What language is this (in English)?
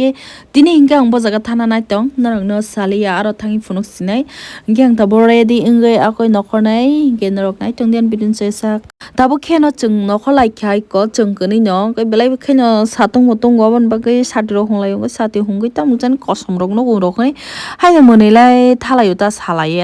Kok Borok